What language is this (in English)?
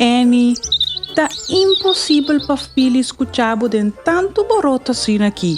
Papiamento